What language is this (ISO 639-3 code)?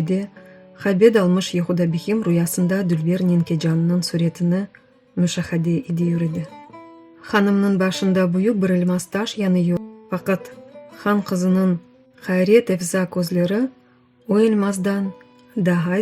crh